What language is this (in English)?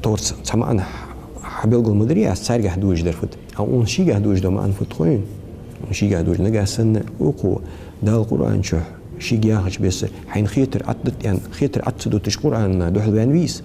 Ingush